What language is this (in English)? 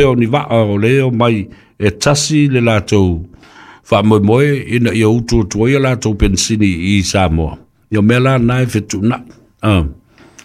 Samoan